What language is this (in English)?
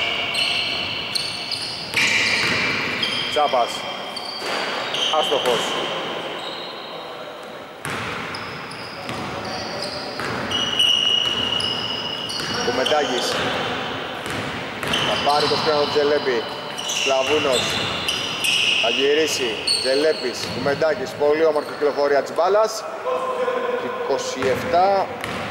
Greek